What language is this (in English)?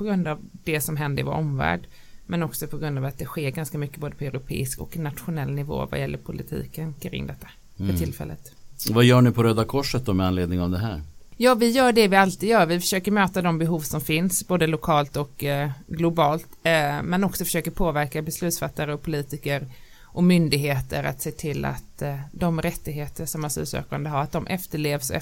Swedish